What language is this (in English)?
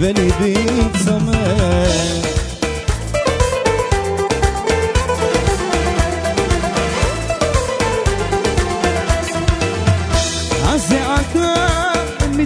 Hebrew